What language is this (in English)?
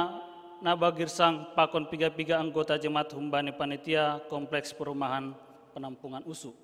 Batak Simalungun